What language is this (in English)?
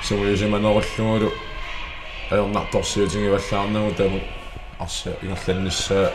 Kalaallisut